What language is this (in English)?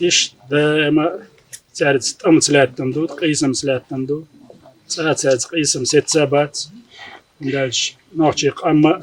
Chechen